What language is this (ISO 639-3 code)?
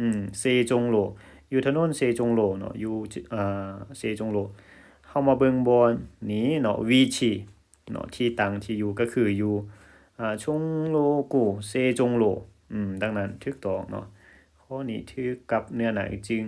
lao